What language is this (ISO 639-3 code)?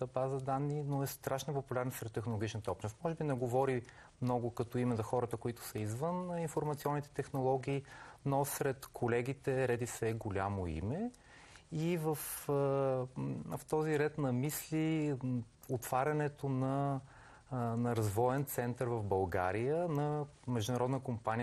bul